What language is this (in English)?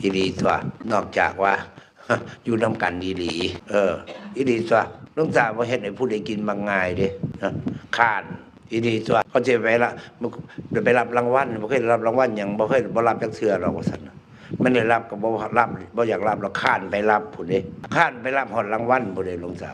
Northeastern Thai